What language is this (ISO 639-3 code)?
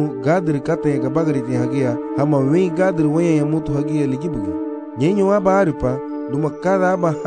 cab